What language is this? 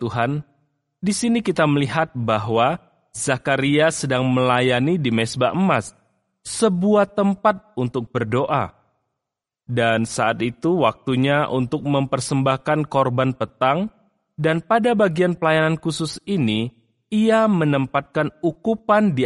Indonesian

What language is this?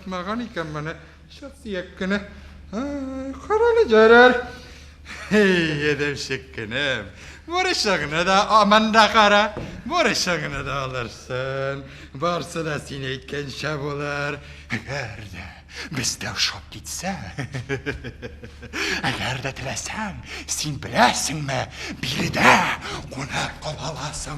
Tatar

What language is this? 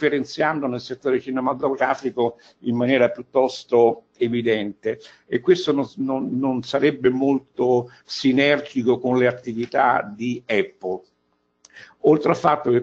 Italian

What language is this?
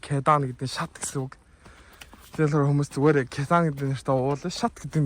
Mongolian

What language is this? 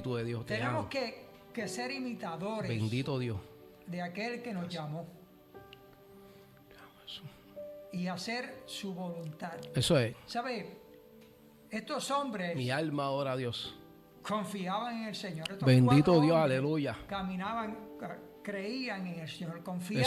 Spanish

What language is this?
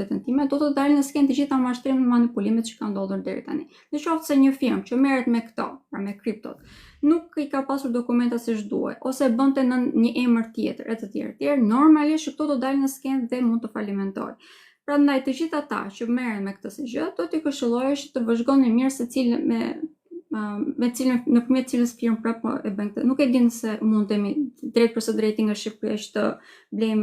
Albanian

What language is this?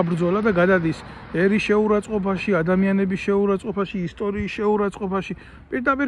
Georgian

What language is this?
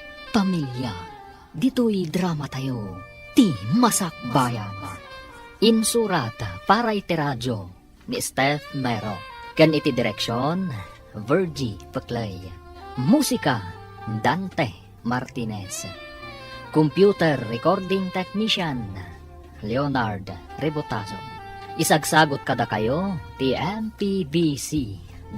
Iloko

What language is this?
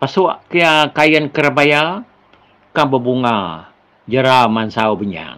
Iban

